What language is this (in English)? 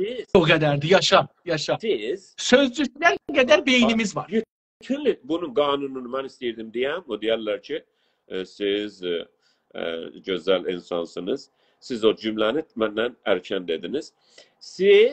South Azerbaijani